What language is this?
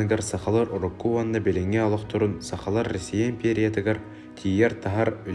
Yakut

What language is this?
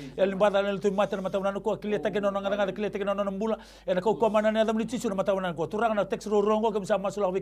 Fijian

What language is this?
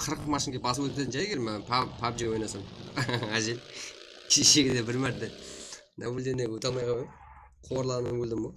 Kara-Kalpak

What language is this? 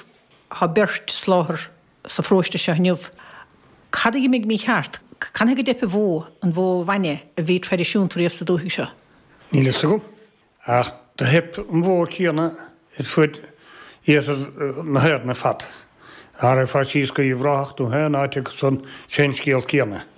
Irish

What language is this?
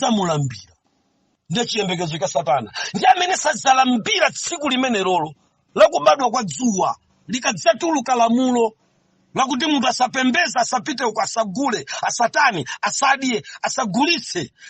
Nyanja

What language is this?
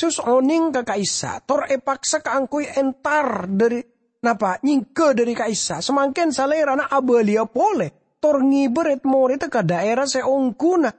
Madurese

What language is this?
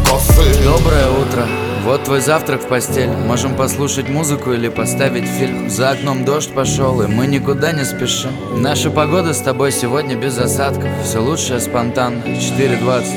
Russian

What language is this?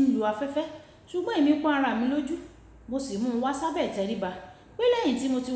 Yoruba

